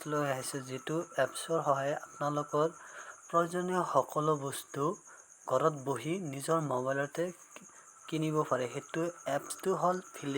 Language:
Assamese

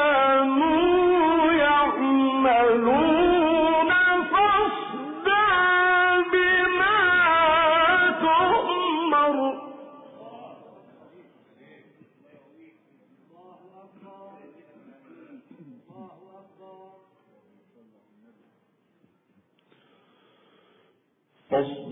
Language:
Arabic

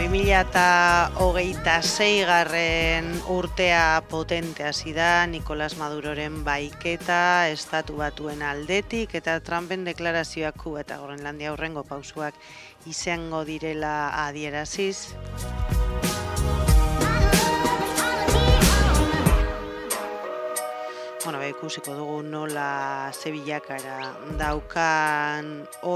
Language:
Basque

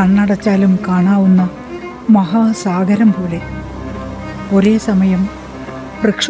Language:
Malayalam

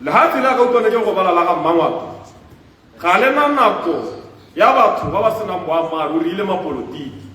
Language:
Tswana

